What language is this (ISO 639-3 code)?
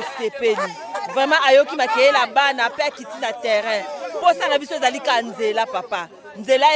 lin